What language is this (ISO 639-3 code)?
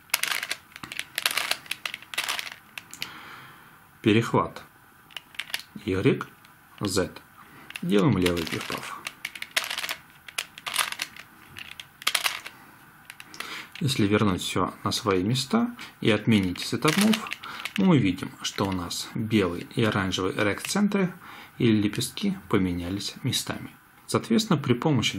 rus